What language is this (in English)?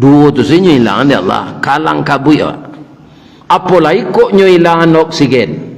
Minangkabau